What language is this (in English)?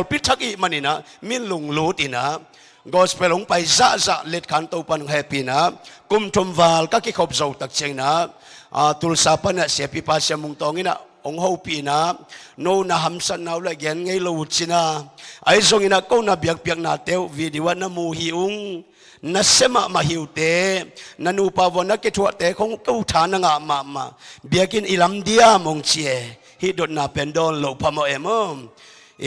Tedim Chin